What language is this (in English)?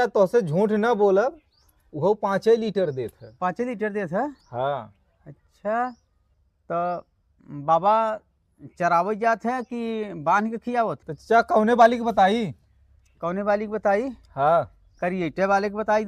Bhojpuri